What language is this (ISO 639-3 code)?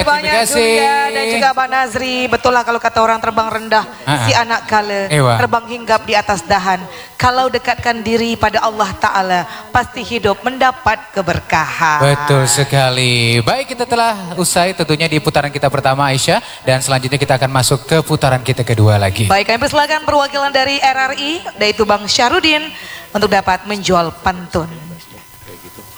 msa